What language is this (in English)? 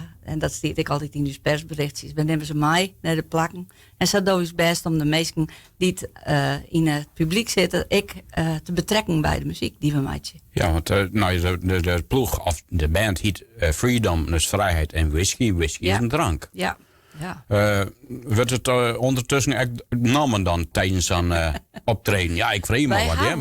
Western Frisian